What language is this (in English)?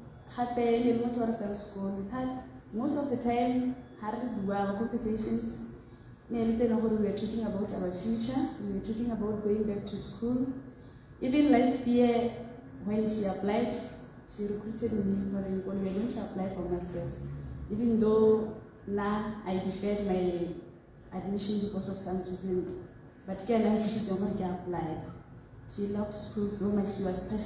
Tswana